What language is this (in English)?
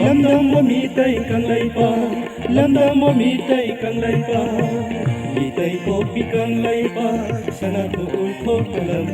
Manipuri